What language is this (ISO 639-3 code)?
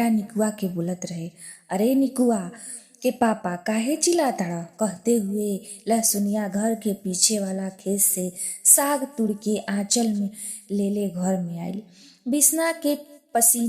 bho